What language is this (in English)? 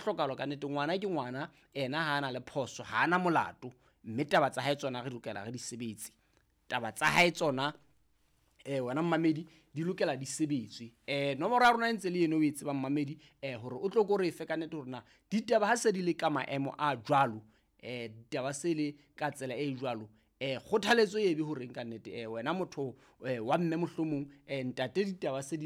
Southern Sotho